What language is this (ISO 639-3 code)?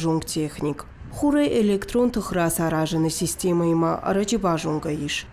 oss